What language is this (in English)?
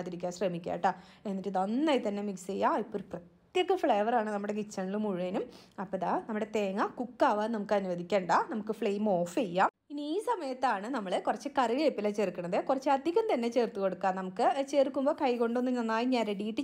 Malayalam